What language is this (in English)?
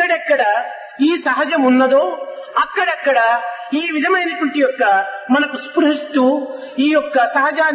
Telugu